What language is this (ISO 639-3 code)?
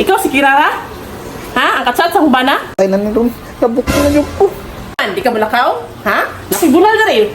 ceb